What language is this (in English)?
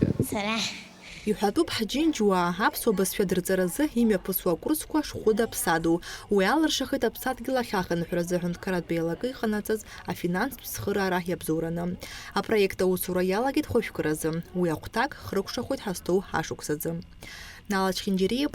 Abkhazian